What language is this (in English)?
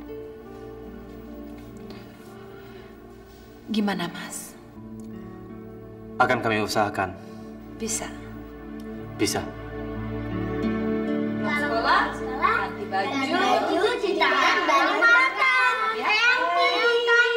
Indonesian